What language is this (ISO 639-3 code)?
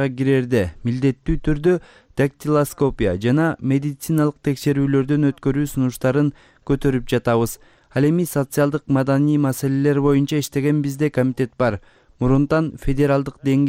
kir